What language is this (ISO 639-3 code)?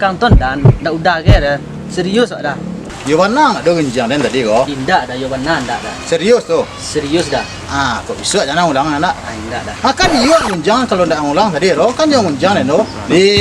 min